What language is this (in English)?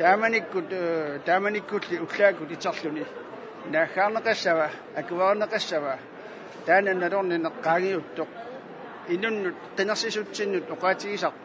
Kalaallisut